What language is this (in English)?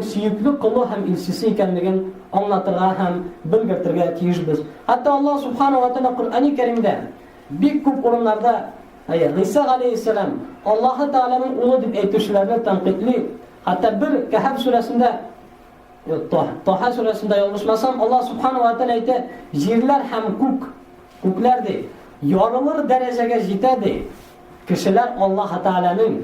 Tatar